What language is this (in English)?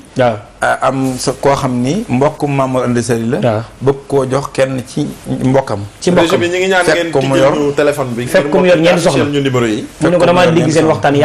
Wolof